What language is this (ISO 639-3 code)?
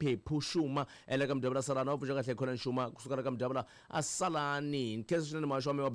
tso